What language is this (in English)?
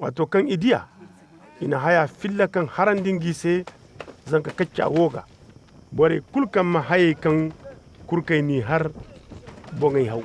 Koyraboro Senni